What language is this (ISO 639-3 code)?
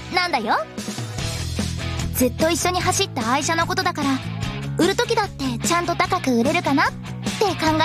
jpn